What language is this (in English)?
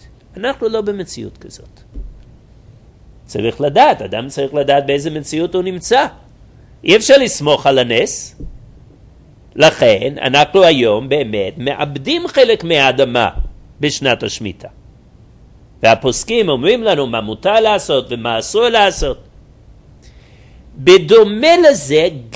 Hebrew